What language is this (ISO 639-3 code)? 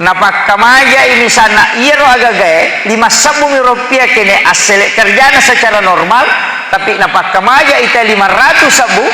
bug